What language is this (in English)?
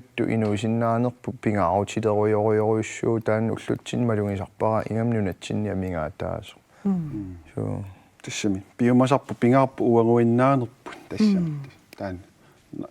Kalaallisut